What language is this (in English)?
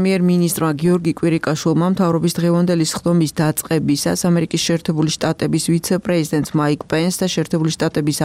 Georgian